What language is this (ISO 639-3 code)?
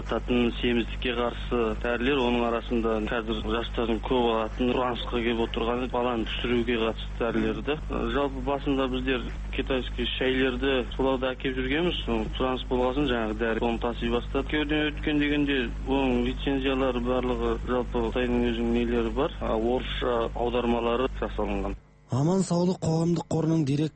kaz